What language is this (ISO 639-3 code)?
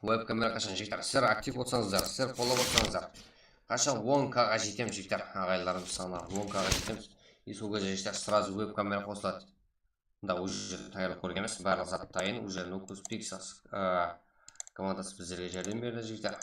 kaa